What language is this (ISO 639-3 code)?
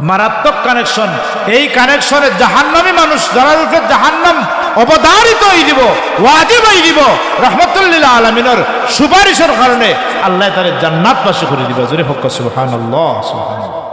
syl